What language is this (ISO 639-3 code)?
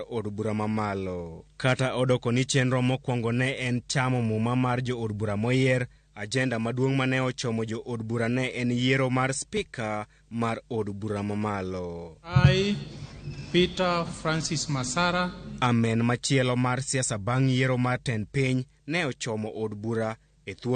luo